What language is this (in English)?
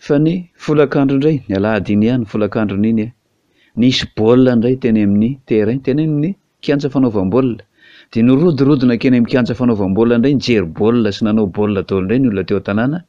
Malagasy